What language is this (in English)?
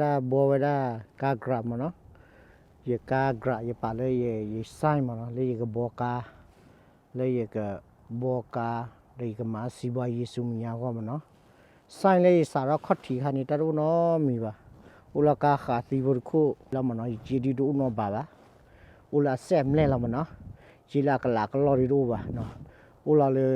S'gaw Karen